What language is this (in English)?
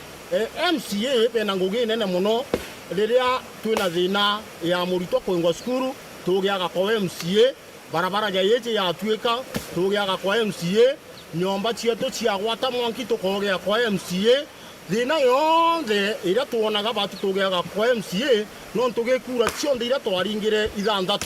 Meru